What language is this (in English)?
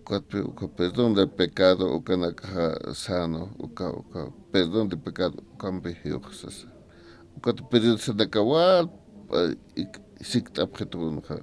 Aymara